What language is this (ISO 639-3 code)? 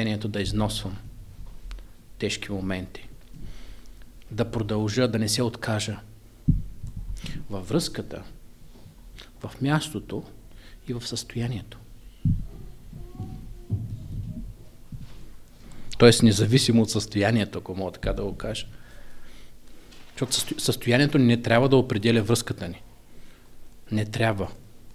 bul